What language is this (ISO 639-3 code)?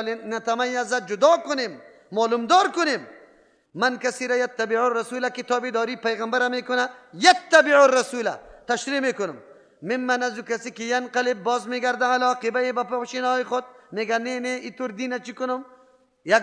fas